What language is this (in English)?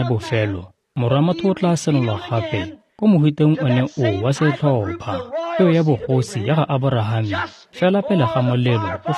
Tswana